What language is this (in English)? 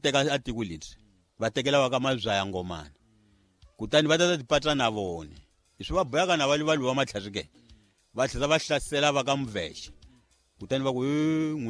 Tsonga